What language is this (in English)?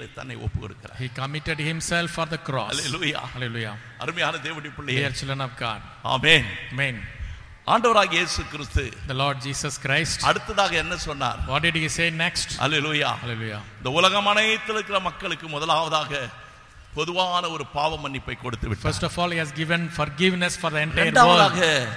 Tamil